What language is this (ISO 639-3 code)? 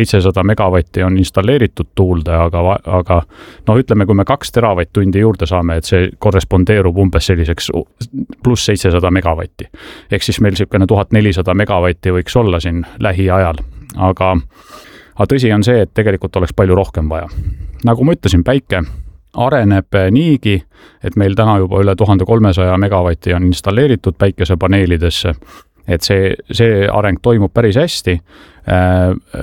est